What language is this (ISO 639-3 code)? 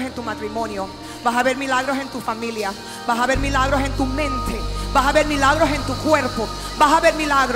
spa